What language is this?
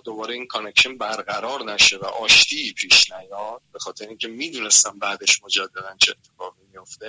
Persian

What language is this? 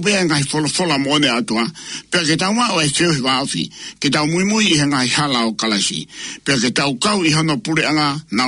Tongan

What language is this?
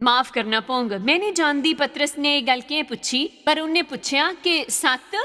Dogri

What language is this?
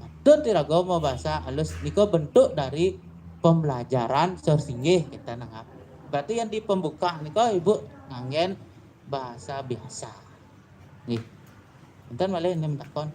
Balinese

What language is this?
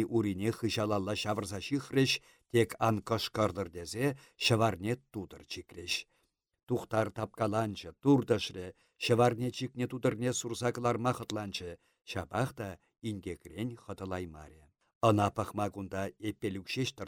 Chuvash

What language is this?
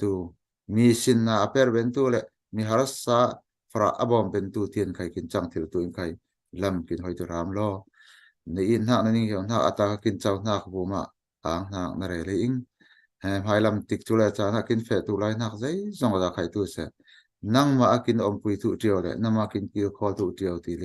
Falam Chin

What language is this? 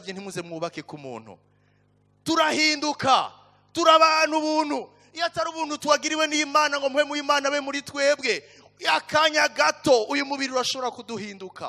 Rundi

